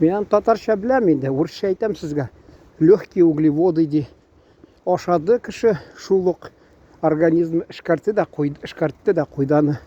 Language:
Tatar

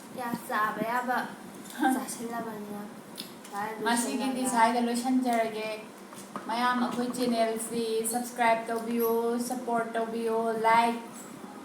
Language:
Manipuri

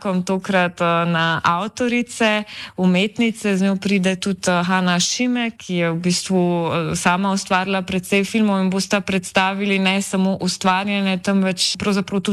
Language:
Slovenian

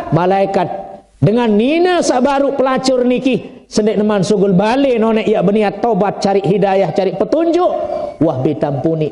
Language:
Sasak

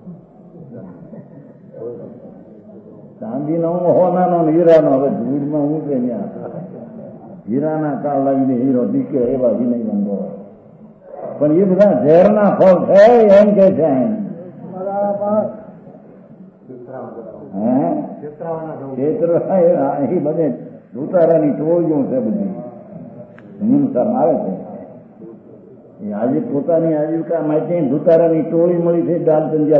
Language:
Gujarati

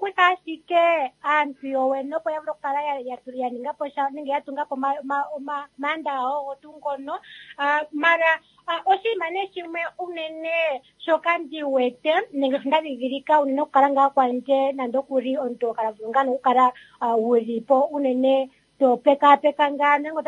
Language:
Kuanyama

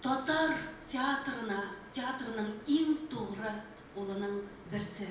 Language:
Tatar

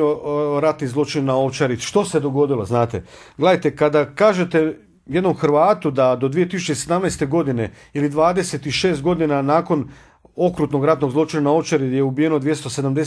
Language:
Croatian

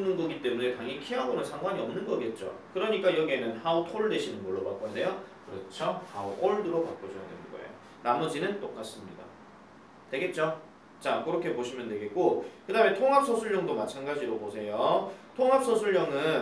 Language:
Korean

